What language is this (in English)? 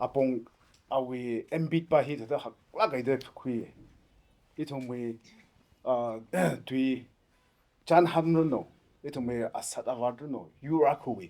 Tangkhul Naga (India)